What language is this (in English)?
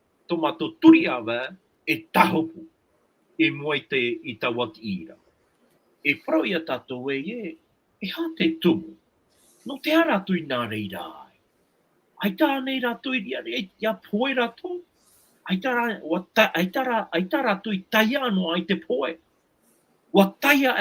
Tahitian